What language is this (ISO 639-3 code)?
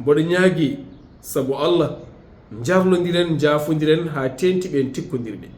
ful